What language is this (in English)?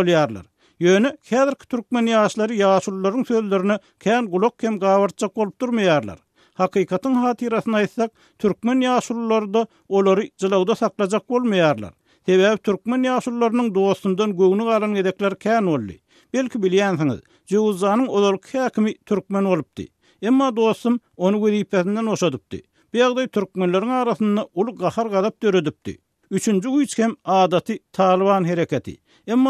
Turkmen